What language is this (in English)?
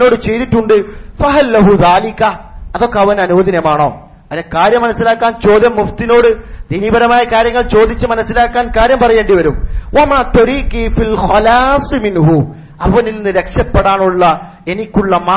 Malayalam